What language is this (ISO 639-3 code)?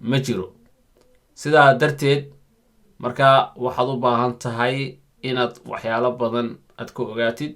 som